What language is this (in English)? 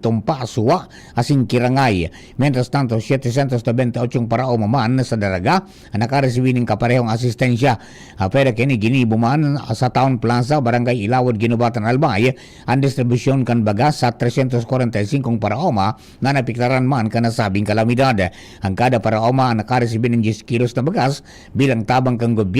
Bikol